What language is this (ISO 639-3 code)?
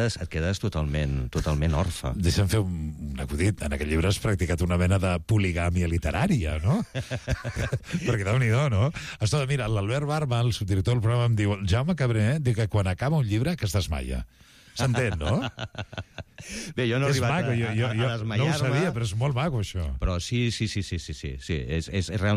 cat